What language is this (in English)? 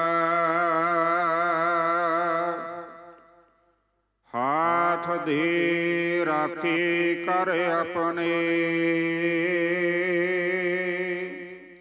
Punjabi